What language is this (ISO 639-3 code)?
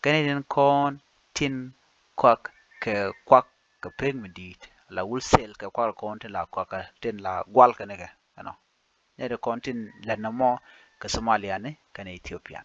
nus